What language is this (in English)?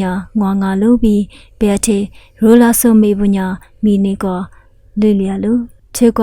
Lisu